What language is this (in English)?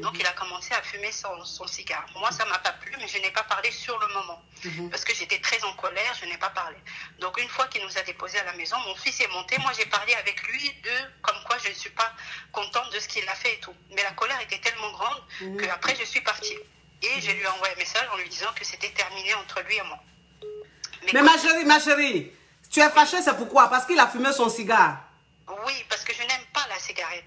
French